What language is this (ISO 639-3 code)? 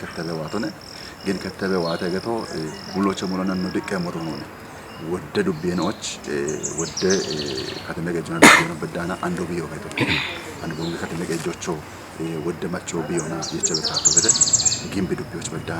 kbr